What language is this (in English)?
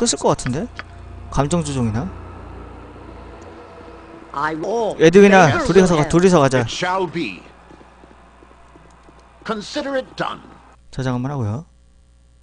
Korean